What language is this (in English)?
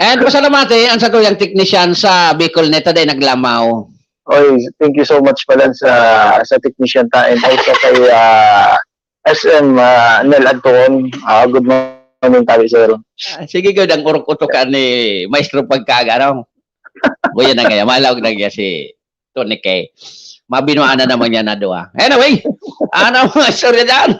Bikol